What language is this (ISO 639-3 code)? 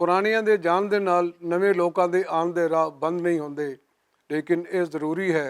lah